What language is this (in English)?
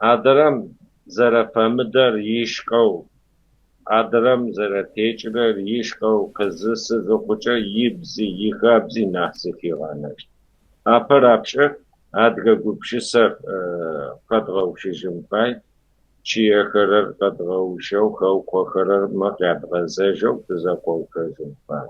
Kabardian